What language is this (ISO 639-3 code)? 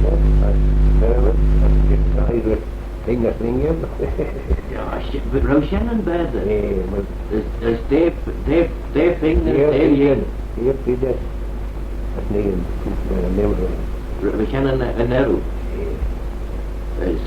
glv